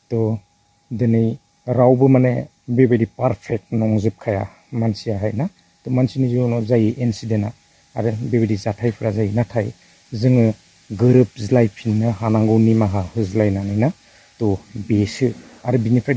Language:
Bodo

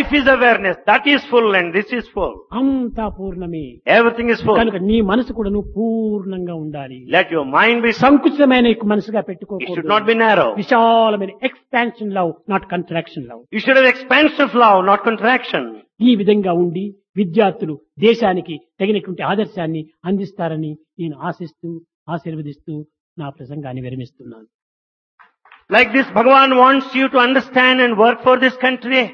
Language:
Telugu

